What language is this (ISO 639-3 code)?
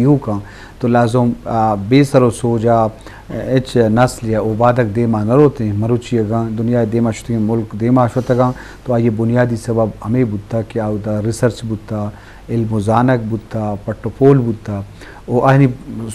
bgp